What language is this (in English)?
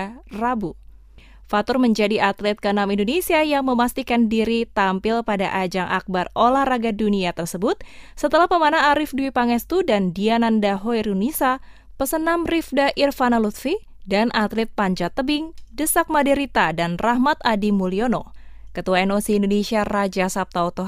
Indonesian